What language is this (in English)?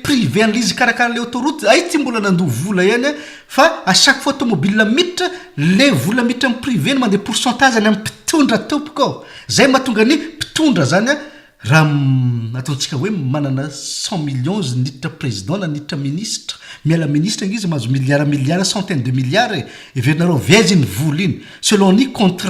Malagasy